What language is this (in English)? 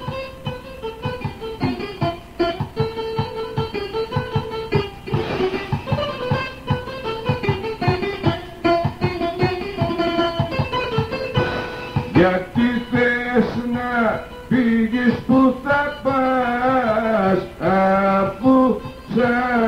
Greek